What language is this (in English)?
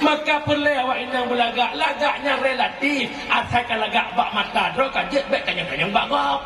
Achinese